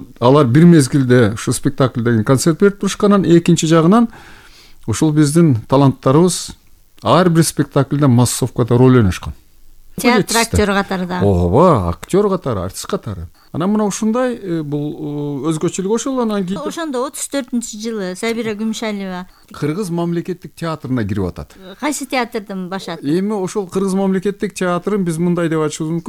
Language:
Kyrgyz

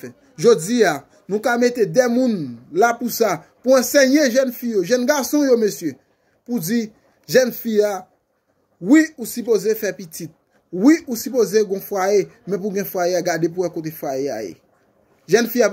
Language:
Haitian Creole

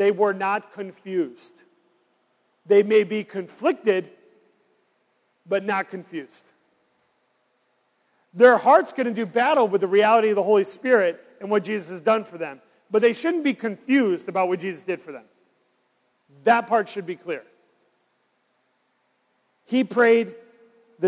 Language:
English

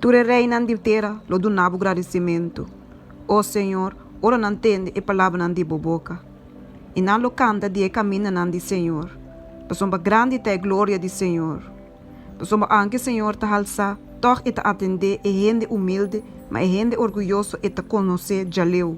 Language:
Papiamento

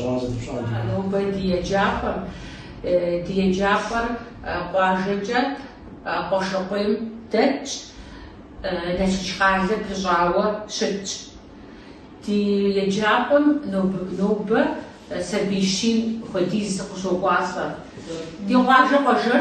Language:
Kabardian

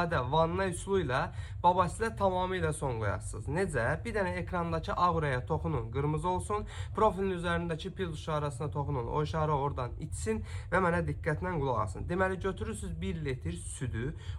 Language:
Azerbaijani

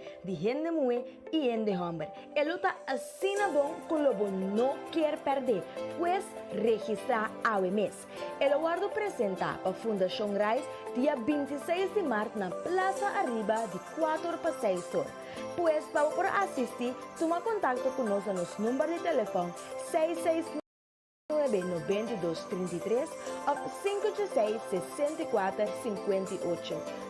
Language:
Papiamento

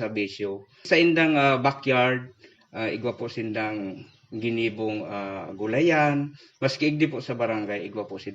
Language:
Bikol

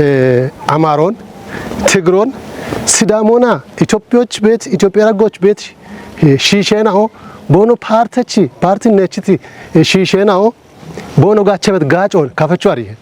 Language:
Kafa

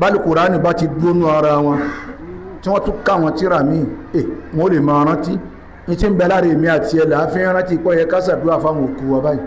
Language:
Yoruba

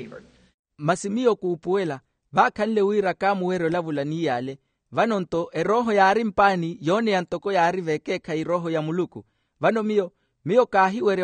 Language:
Makhuwa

